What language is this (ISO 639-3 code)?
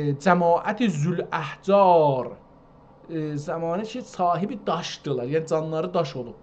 azb